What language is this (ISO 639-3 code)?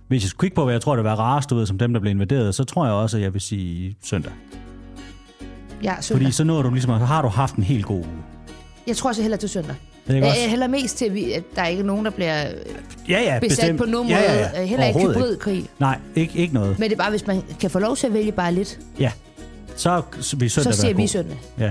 dan